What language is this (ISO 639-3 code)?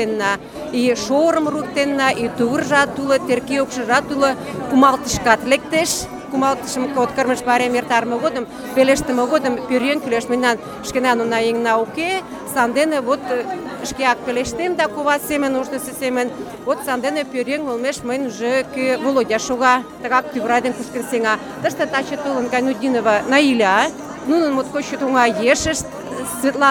chm